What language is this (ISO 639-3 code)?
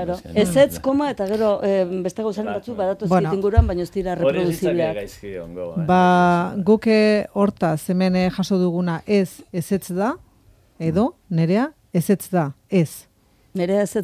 eus